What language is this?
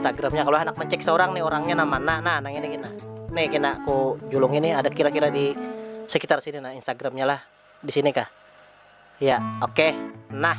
Banjar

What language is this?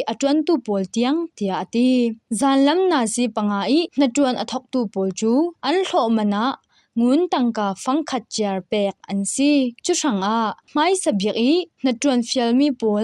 Falam Chin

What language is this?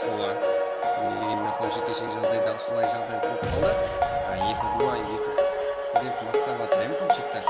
Kara-Kalpak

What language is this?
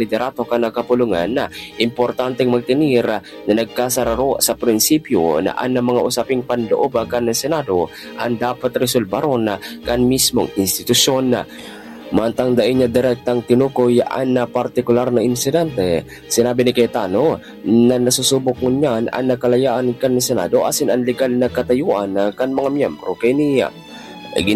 Bikol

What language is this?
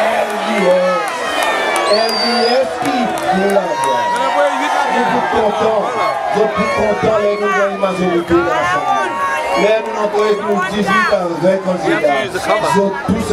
Seselwa Creole French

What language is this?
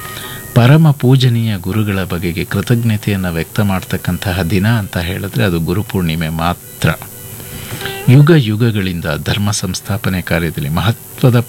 Kannada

